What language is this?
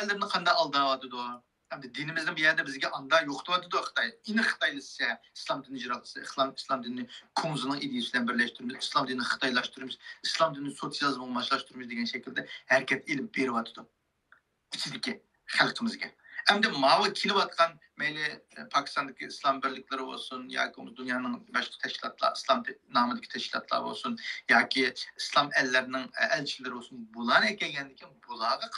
Uyghur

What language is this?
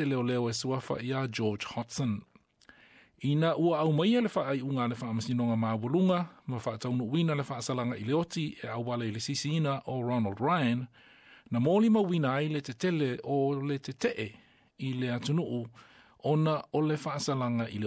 Samoan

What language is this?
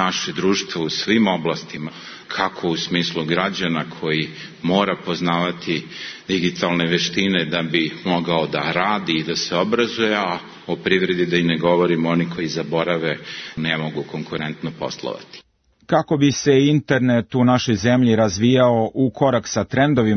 Serbian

